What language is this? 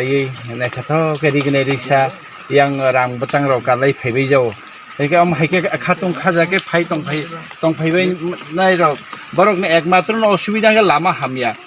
Kok Borok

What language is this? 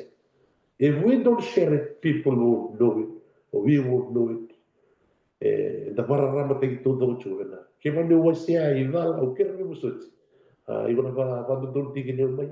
Fijian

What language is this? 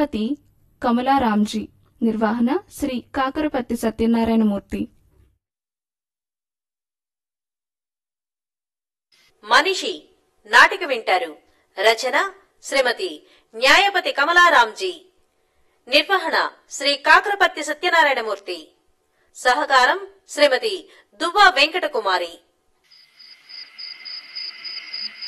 Telugu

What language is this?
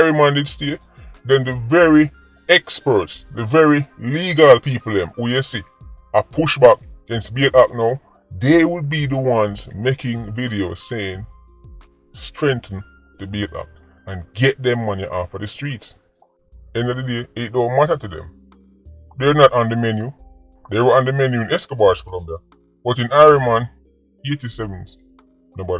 Jamaican Creole English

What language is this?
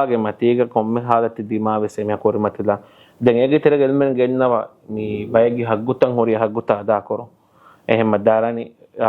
Divehi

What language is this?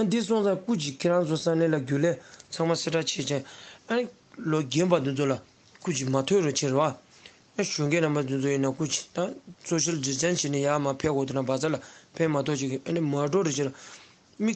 Tibetan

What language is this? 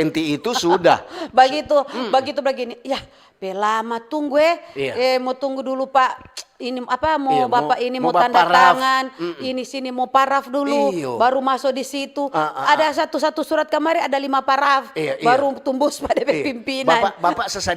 Manado Malay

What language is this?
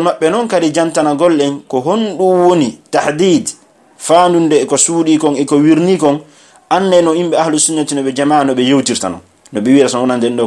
Pular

